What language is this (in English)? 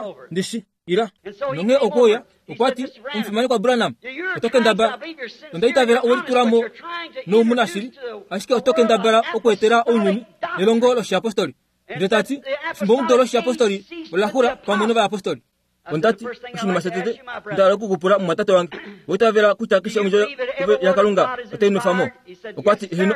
Kuanyama